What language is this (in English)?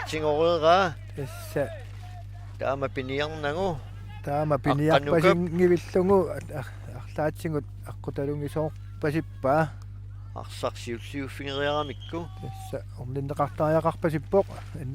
Kalaallisut